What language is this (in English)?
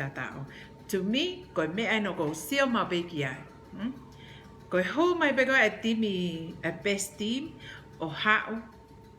Tongan